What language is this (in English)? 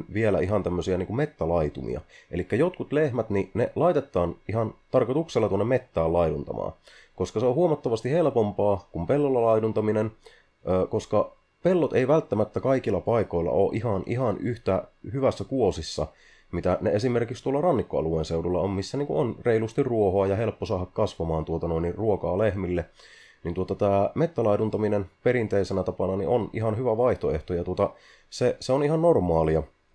Finnish